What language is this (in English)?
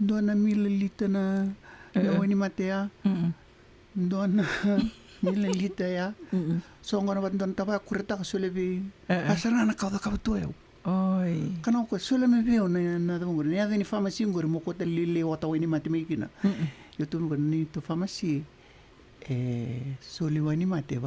Fijian